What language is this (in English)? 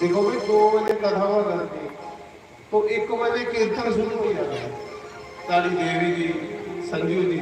Dogri